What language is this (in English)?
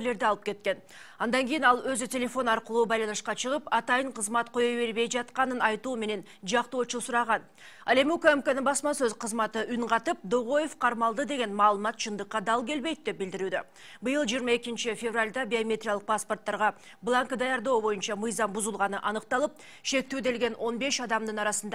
Kyrgyz